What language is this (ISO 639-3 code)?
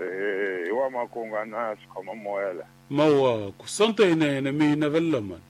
tso